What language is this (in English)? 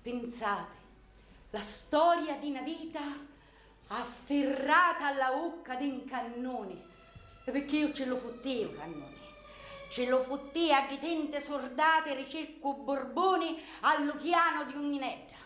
Sicilian